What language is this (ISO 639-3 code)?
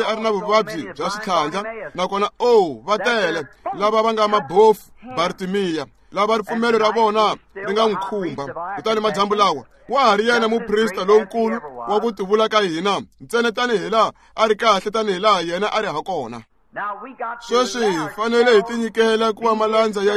tso